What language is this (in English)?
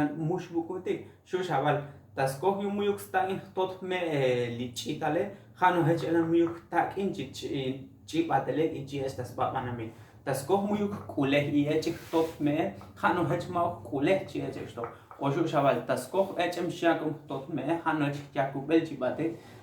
Tzotzil